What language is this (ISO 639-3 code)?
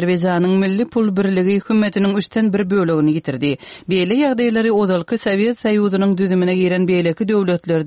tuk